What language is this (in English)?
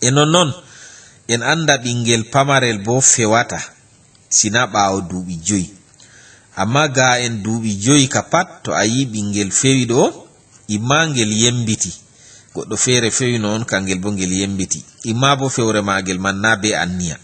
Fula